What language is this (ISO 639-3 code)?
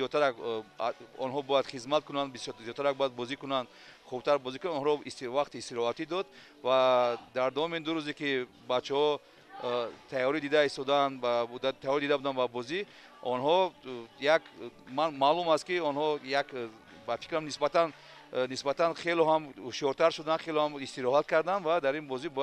tgk